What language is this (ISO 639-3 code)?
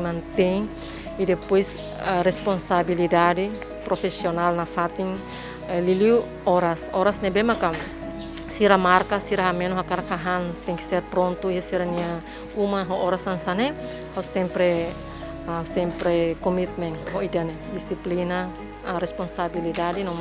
tet